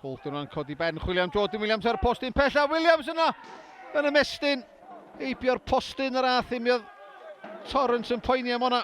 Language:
Welsh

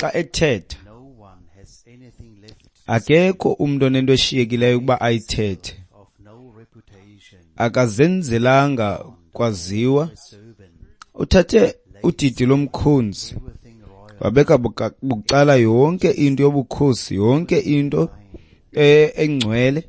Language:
Xhosa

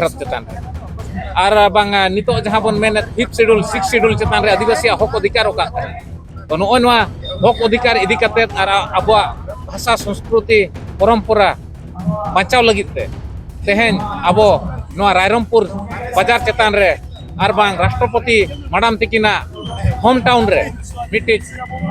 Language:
Santali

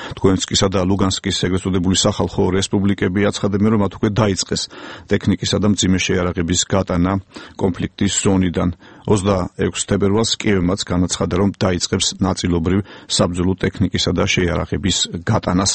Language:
Georgian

